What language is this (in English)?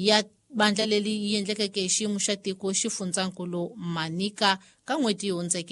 Tsonga